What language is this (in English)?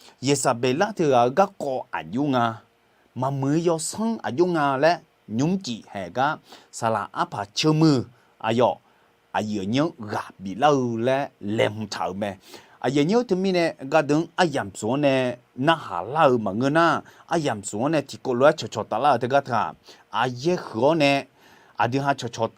Akha